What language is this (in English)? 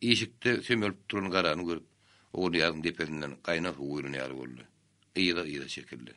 Turkmen